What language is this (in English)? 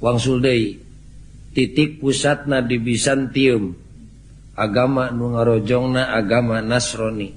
Sundanese